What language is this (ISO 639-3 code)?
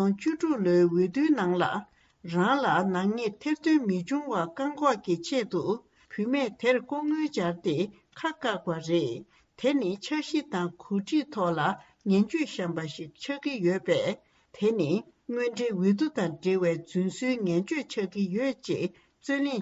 bod